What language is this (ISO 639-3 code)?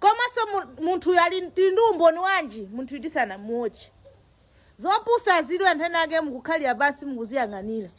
nya